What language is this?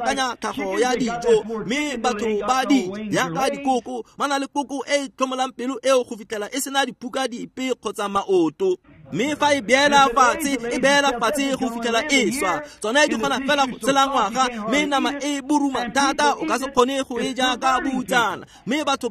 Tswana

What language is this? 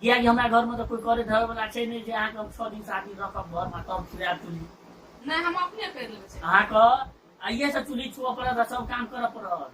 Maithili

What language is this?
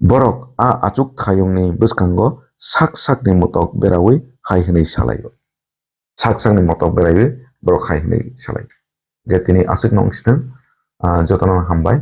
Kok Borok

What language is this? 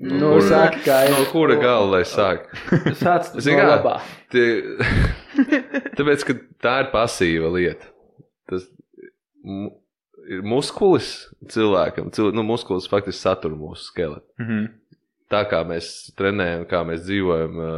Latvian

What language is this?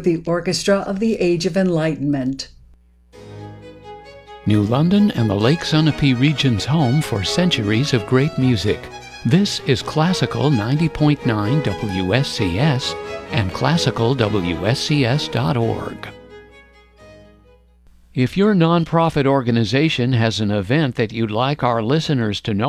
English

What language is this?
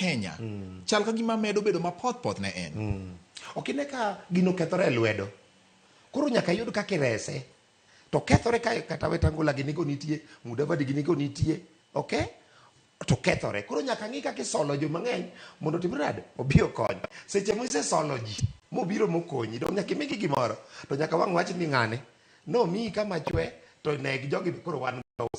Luo (Kenya and Tanzania)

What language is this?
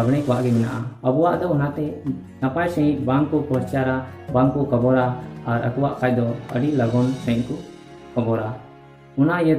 Santali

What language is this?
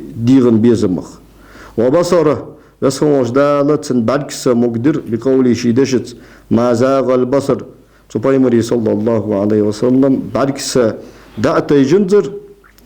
Ingush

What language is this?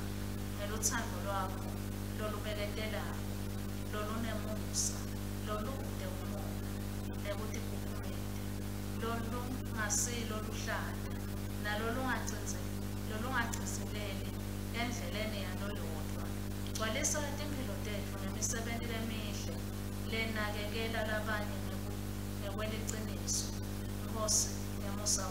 Swati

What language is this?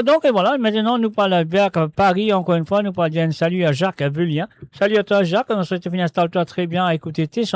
Morisyen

